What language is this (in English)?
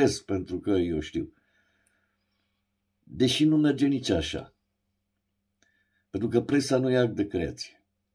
Romanian